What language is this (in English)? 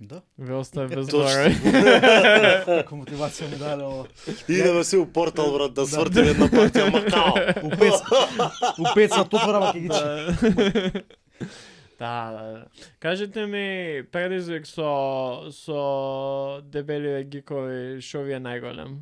Macedonian